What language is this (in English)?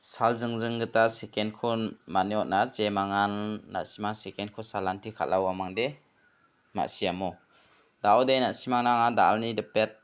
Garo